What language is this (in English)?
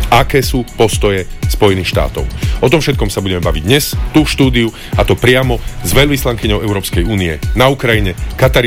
Slovak